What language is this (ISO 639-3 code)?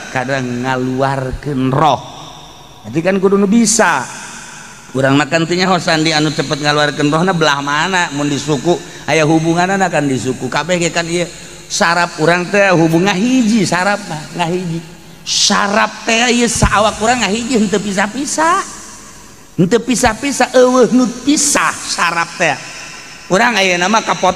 sun